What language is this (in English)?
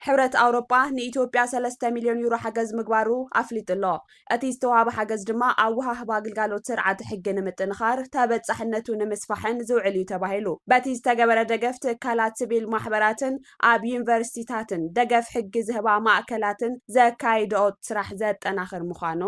Tigrinya